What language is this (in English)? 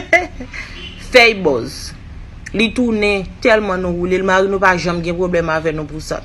Haitian Creole